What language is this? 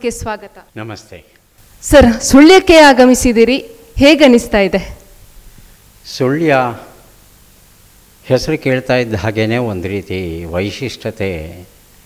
Kannada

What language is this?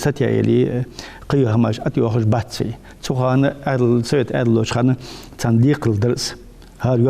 Ingush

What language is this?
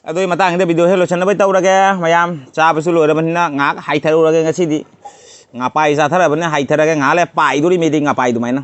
Manipuri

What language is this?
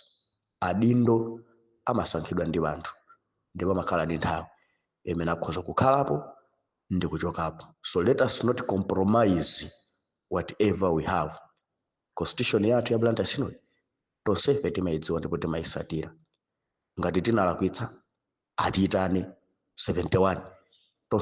Nyanja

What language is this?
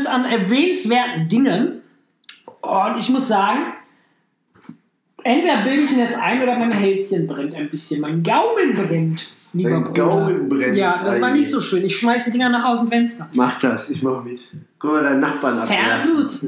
German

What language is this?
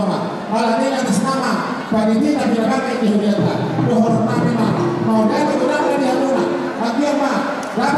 Batak Toba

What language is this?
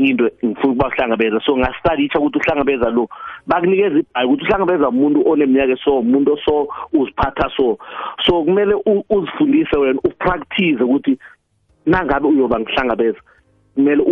South Ndebele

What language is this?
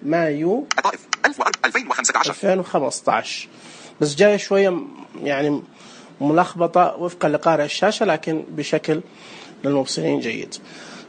Najdi Arabic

